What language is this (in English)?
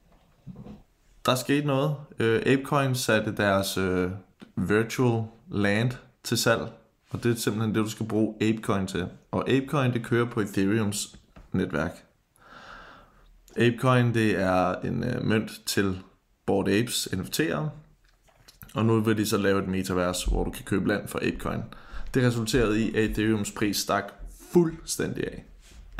Danish